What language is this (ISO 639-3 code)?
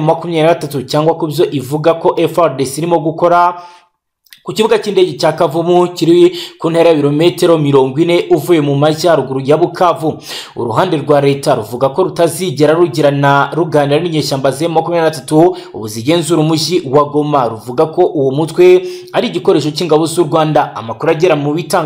kin